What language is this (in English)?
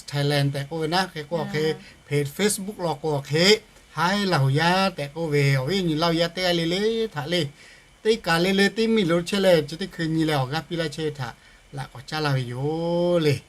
Lahu